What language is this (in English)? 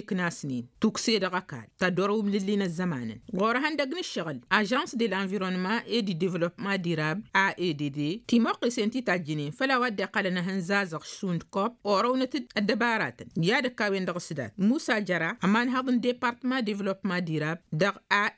Tamasheq